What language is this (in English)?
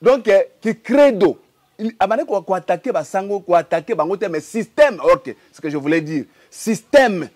Lingala